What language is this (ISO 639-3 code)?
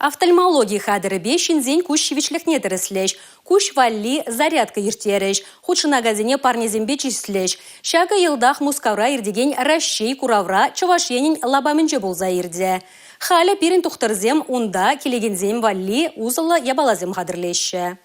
chv